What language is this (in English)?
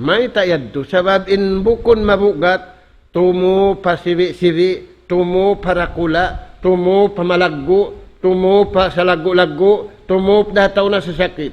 Tausug